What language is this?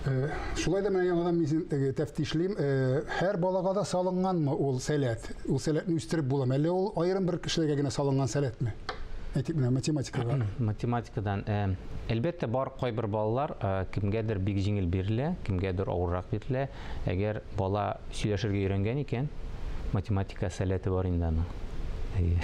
Tatar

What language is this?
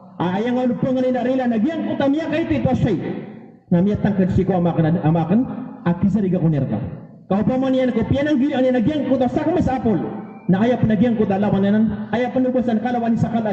Maranao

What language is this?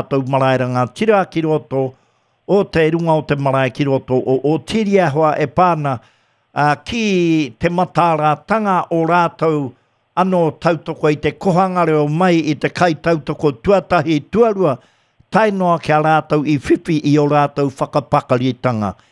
Māori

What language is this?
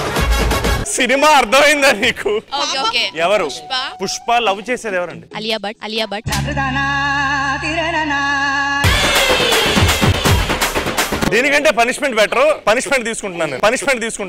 Telugu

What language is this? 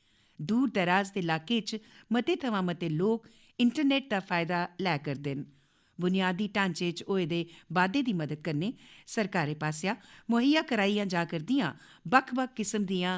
Dogri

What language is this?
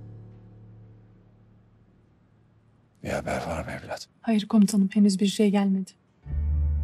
Turkish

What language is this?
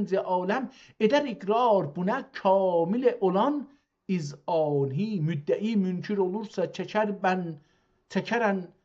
South Azerbaijani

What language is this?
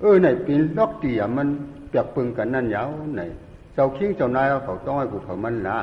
Shan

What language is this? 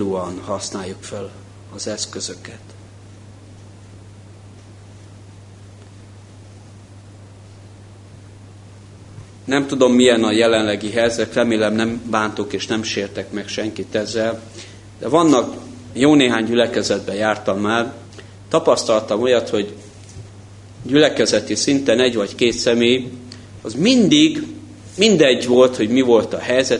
Hungarian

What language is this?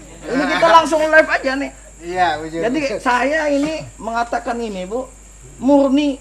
Banjar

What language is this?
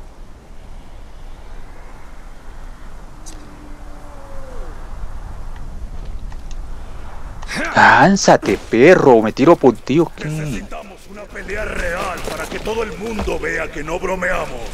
Spanish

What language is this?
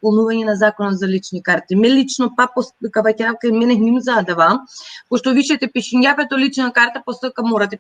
Balkan Romani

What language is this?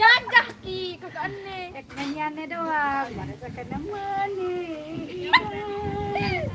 Sasak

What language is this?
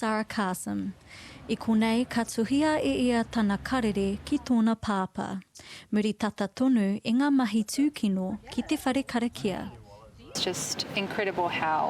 Māori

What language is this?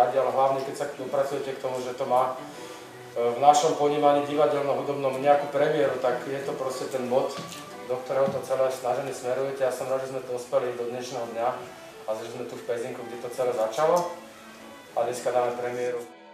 Slovak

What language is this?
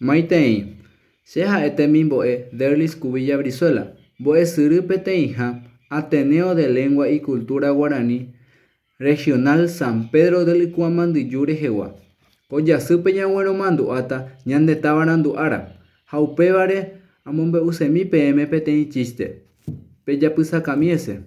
Guarani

